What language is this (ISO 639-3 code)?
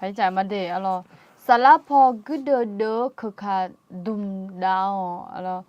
ahk